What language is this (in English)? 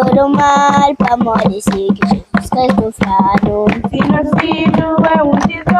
Kabuverdianu